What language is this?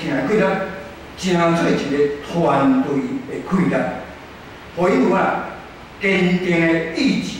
Min Nan Chinese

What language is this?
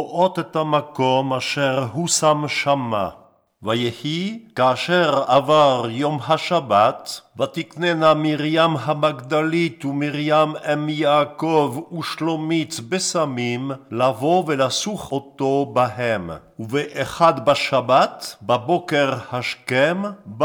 Hebrew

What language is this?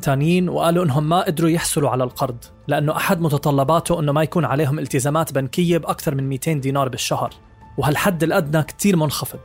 North Levantine Arabic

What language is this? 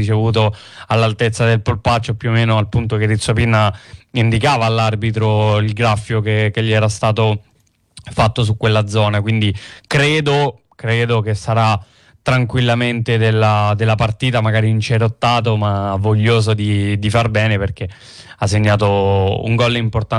Italian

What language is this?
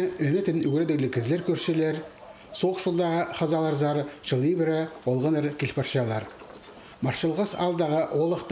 Khakas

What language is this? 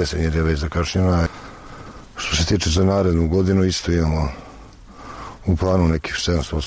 Croatian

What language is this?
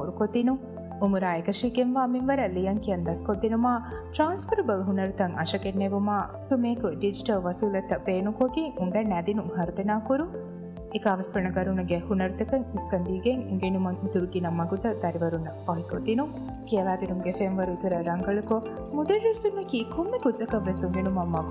Divehi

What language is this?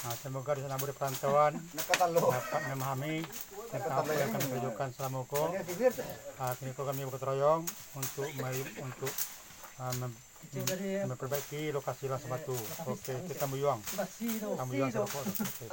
Minangkabau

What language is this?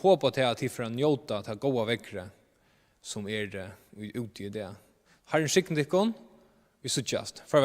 Faroese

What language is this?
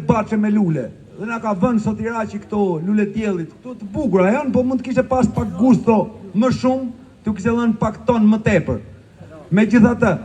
Albanian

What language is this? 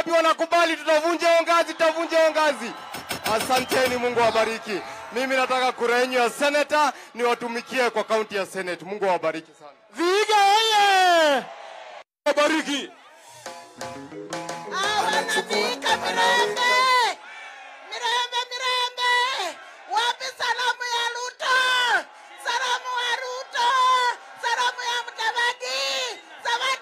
Swahili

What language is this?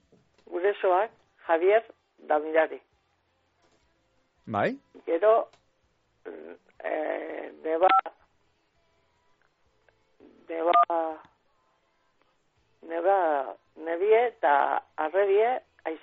Basque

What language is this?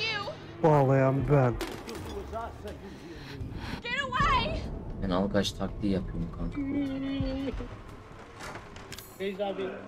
Turkish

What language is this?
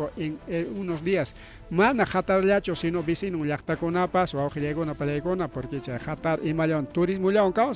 Ayacucho Quechua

